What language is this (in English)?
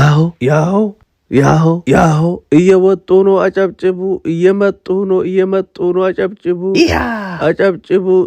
Amharic